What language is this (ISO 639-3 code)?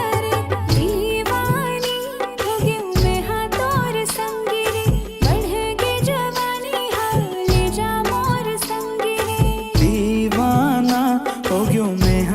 hne